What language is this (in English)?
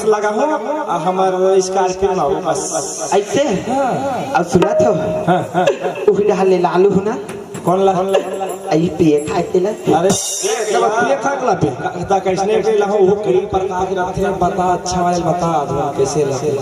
Chhattisgarhi